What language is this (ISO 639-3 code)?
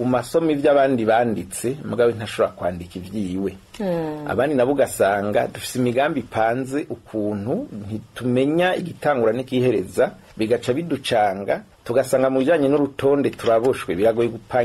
run